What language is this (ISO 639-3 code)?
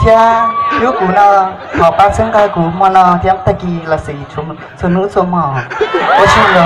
hmn